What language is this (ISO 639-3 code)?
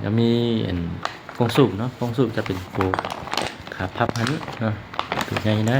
lao